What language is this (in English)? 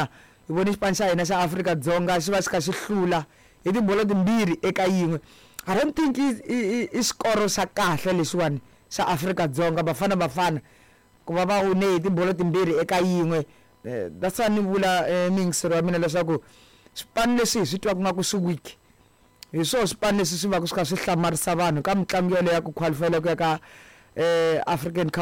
Tsonga